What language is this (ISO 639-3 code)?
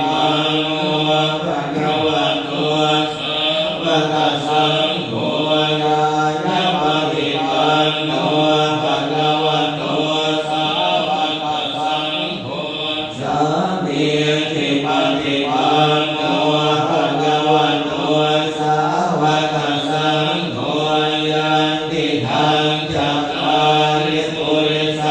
pli